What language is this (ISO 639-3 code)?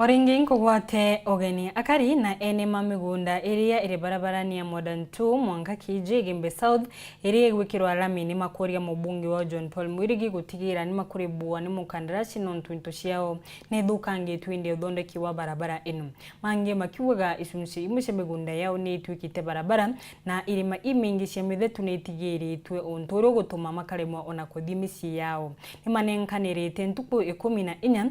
mer